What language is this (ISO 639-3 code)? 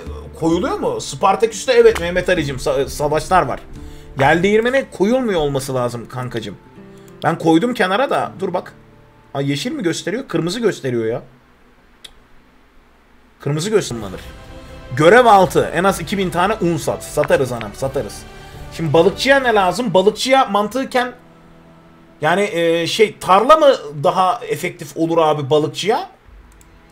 tur